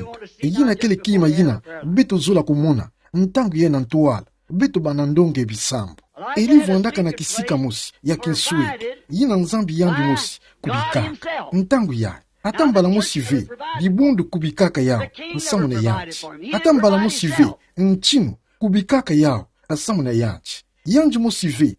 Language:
Kituba (Democratic Republic of Congo)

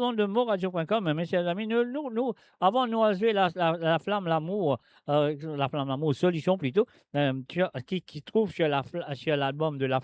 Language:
Morisyen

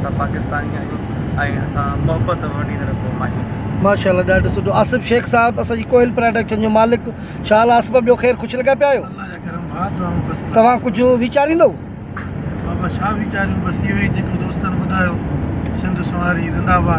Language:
Sindhi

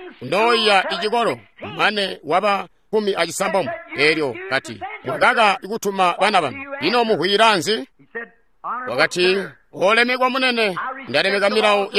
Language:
Tonga (Zambia)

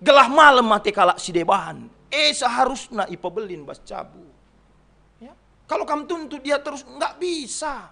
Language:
Batak Karo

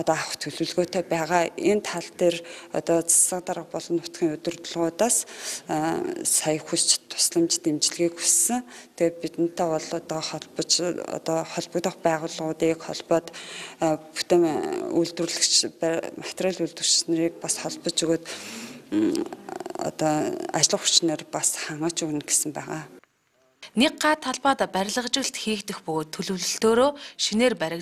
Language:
Mongolian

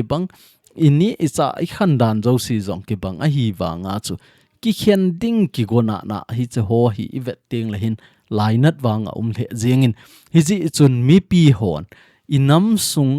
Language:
Thado Chin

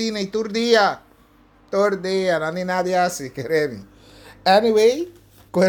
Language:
Papiamento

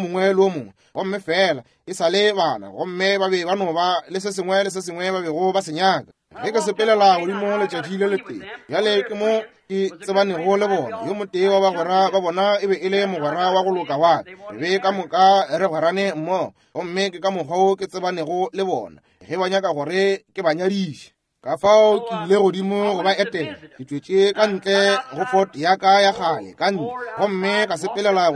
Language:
Northern Sotho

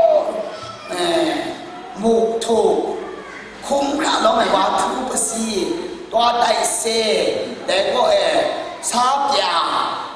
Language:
Kachin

